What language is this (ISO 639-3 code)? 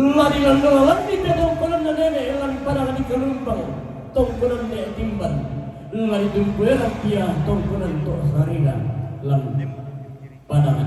sda